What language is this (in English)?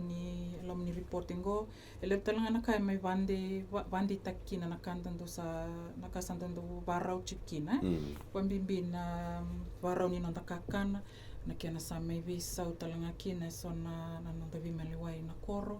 Fijian